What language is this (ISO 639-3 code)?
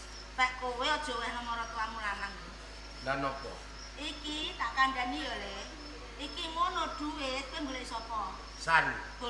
jav